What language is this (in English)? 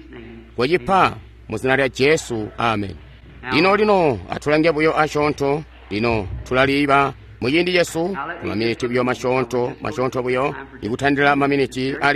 Tonga (Zambia)